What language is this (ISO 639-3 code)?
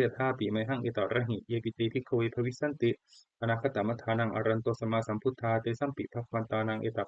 pli